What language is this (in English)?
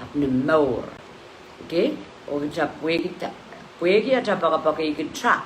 Pohnpeian